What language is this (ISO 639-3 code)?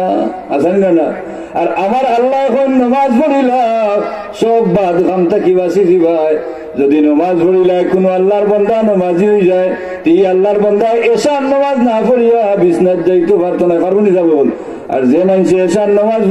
syl